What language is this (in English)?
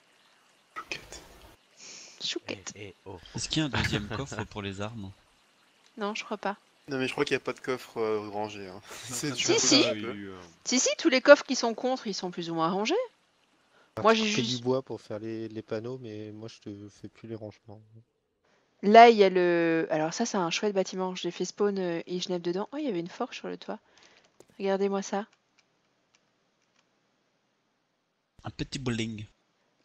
French